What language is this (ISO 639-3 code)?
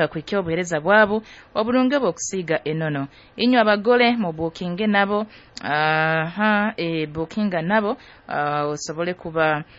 nyo